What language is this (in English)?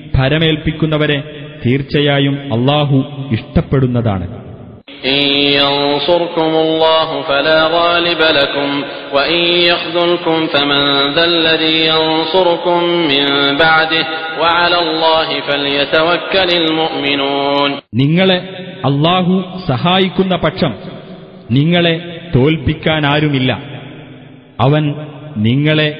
Malayalam